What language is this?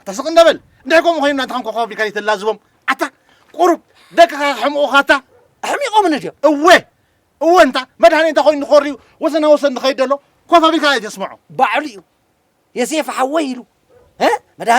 Tigrinya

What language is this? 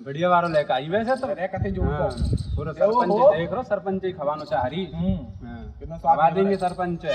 Braj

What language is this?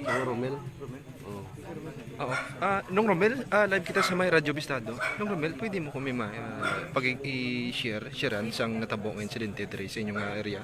Hiligaynon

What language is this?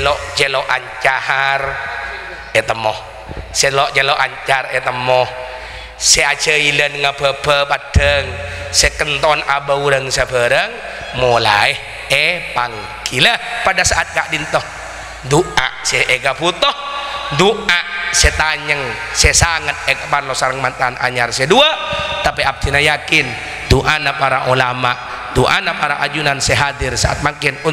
Madurese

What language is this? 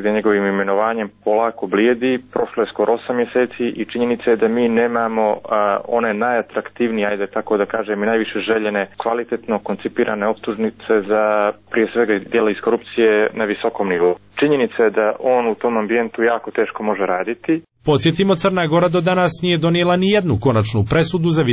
Serbian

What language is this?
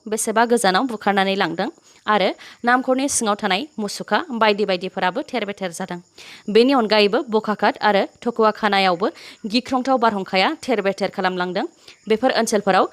Bodo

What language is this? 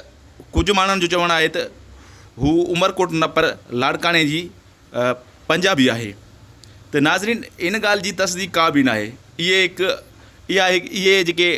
Sindhi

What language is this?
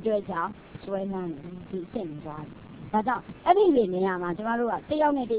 Burmese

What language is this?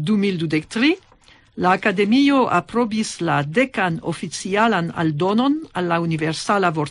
Esperanto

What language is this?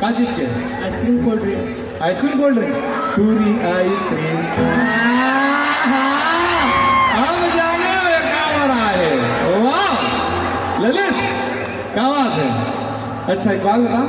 Chhattisgarhi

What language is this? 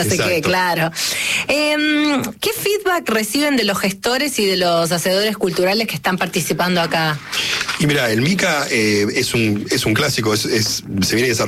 Spanish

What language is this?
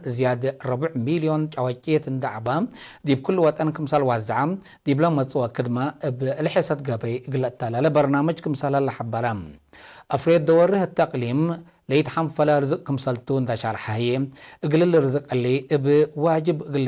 Tigre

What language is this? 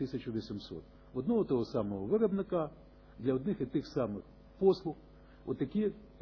Ukrainian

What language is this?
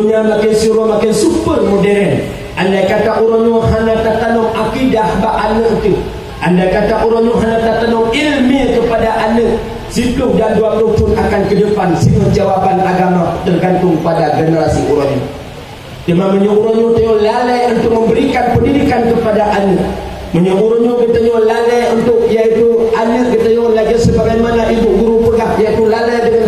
Achinese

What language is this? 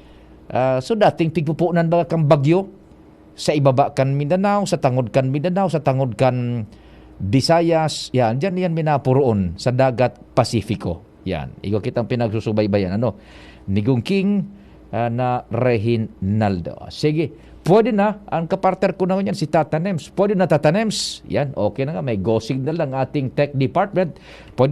Bikol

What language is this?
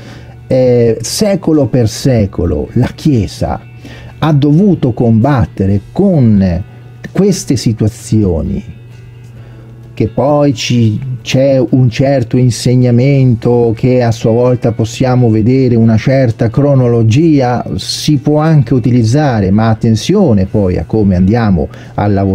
Italian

